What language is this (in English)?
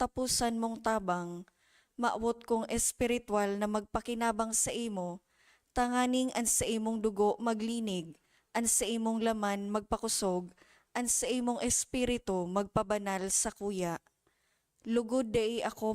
Bikol